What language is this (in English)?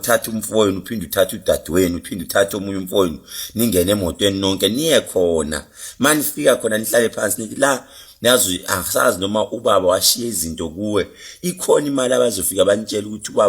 Zulu